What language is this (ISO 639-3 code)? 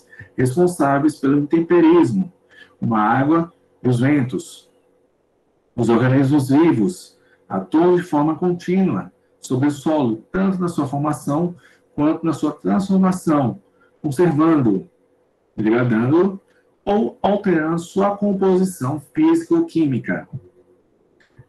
por